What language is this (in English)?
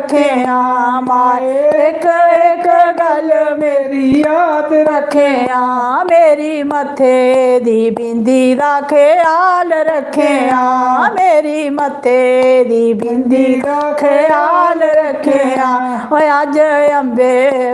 Dogri